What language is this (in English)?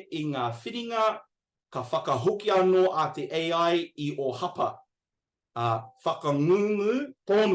Māori